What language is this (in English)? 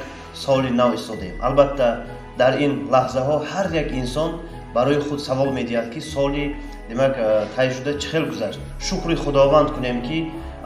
Tajik